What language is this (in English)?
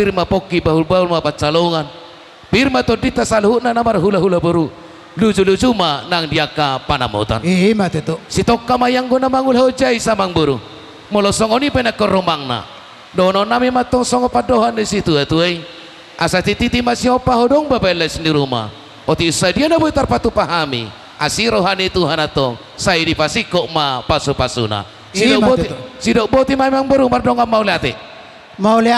Batak Toba